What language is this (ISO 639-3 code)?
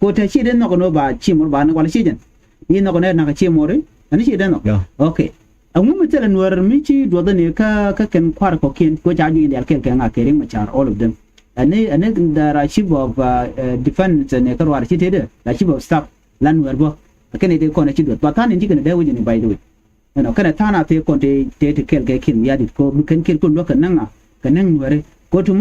nus